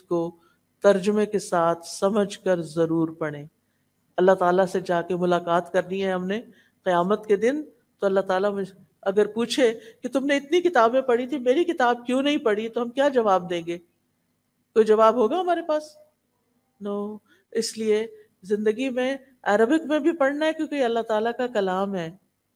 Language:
Urdu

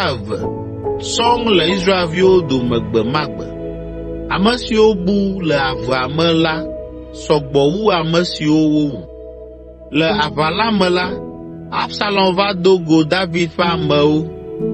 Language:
Ewe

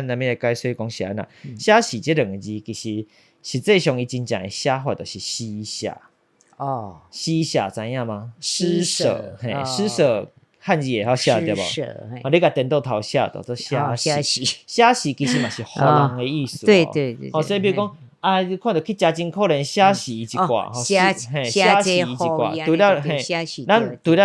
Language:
Min Nan Chinese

